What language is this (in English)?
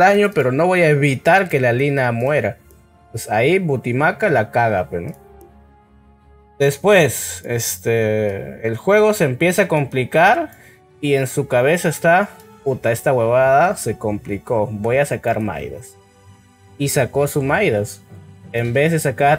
Spanish